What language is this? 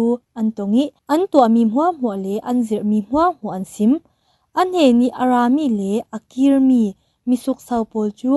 Falam Chin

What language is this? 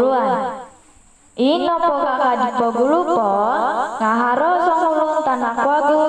Central Dusun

